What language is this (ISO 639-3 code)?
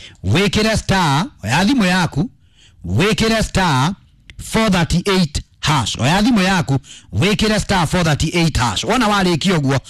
kik